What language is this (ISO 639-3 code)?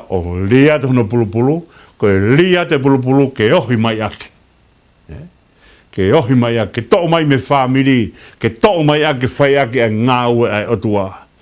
ton